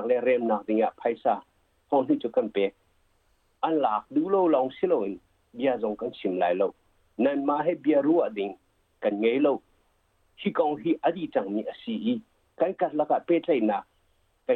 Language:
Hakha Chin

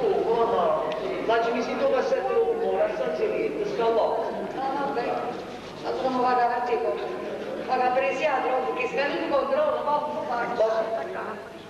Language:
Neapolitan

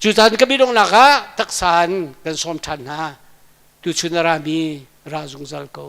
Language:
Hakha Chin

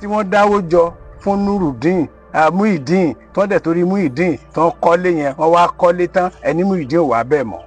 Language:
Yoruba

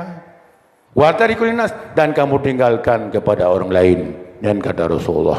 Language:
Achinese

